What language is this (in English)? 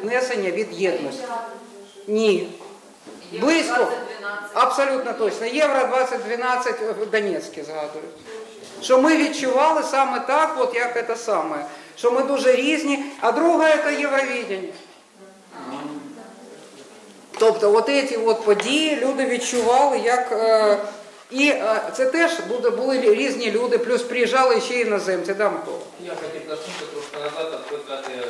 Ukrainian